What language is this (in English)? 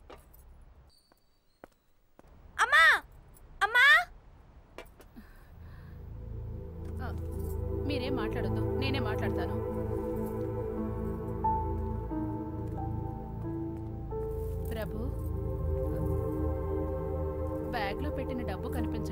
Telugu